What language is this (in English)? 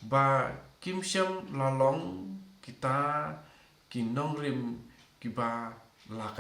Khasi